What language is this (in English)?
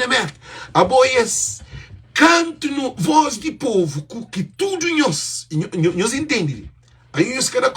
Kabuverdianu